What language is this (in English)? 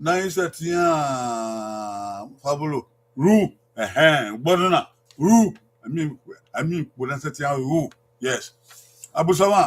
Bini